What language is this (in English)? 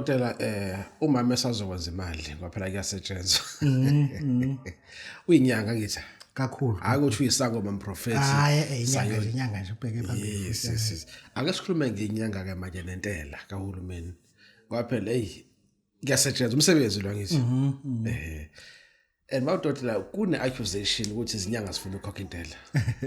Zulu